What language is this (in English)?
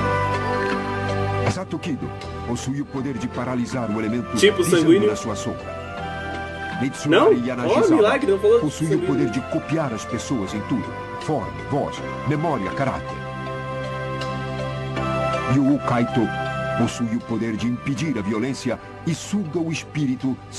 Portuguese